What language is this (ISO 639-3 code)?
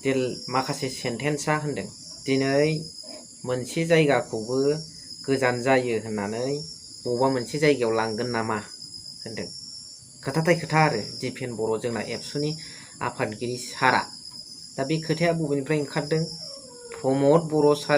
brx